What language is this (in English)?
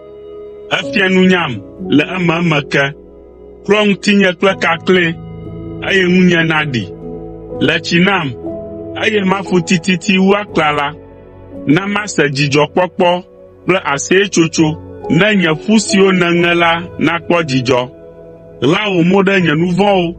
Ewe